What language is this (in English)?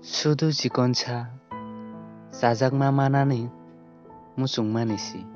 Kok Borok